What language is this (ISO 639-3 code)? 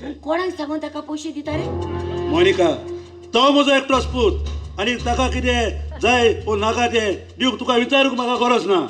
kok